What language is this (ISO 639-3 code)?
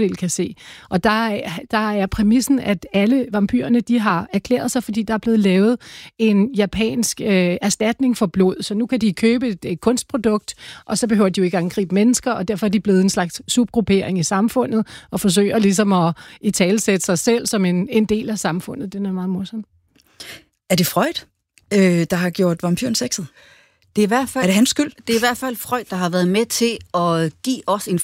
dan